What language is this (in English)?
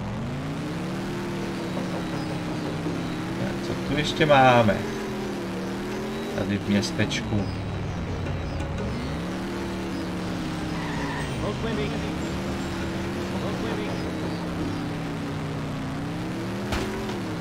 Czech